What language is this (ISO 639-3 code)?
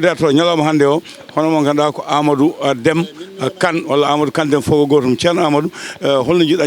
ful